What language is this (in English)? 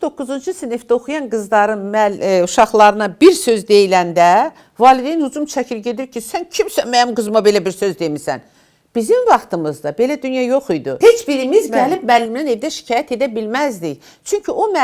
Azerbaijani